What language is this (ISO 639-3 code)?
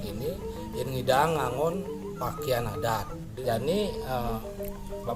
ban